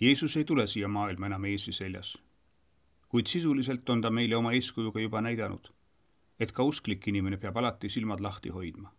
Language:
Estonian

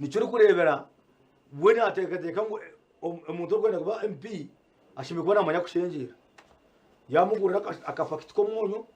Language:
Nyankole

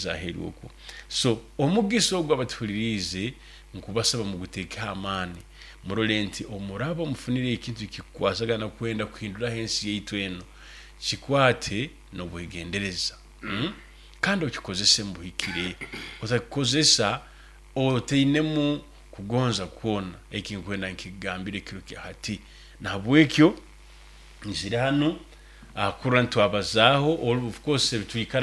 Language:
Nyoro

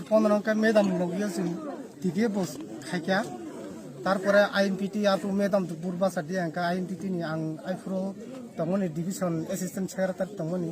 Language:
Kok Borok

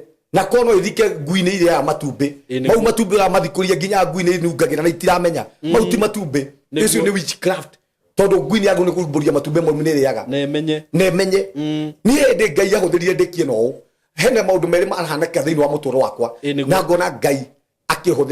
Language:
Kikuyu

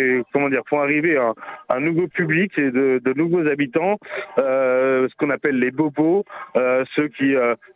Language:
French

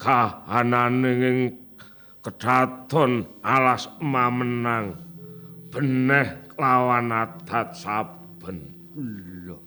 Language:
Javanese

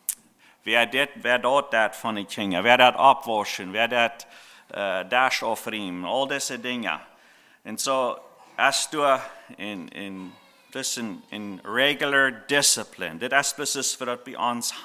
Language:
Plautdietsch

